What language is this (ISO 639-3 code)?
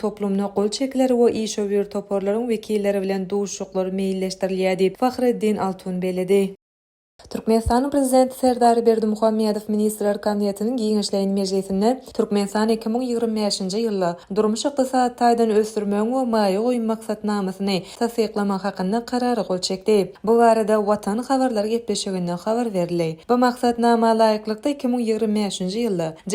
tuk